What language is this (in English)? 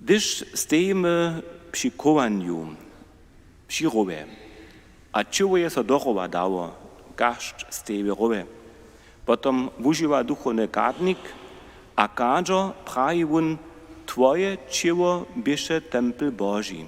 Upper Sorbian